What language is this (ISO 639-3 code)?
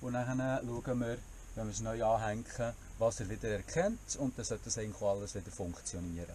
gsw